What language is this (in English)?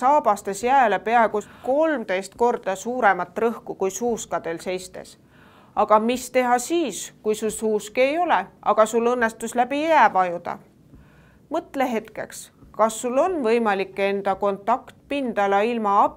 Estonian